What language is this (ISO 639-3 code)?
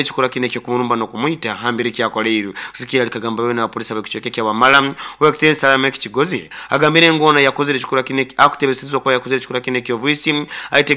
nyo